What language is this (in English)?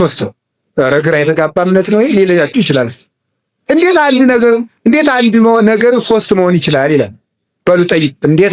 Amharic